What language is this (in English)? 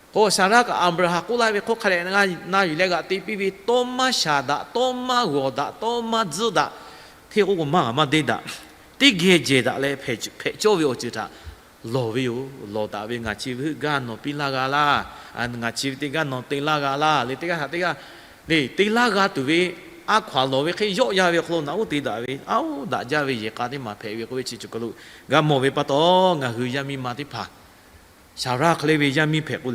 Lahu